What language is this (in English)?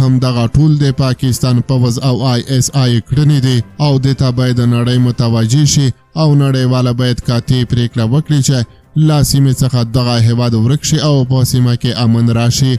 Pashto